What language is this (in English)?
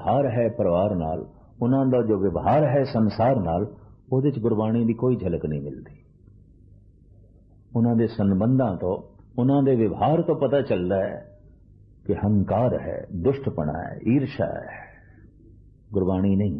Punjabi